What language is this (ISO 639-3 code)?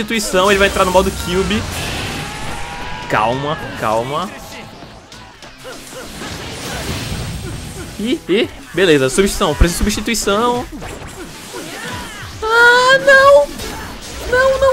por